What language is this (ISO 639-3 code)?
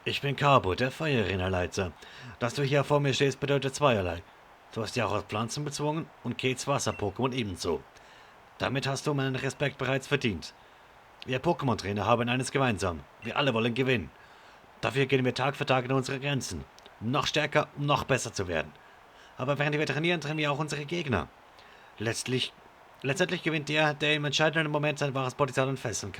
gsw